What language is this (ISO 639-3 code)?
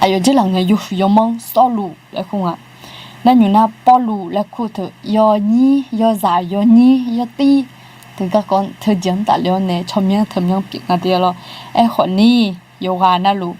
ahk